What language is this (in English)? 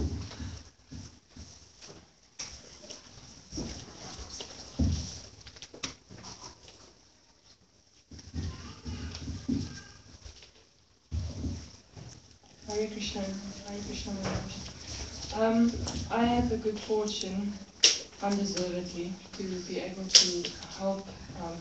English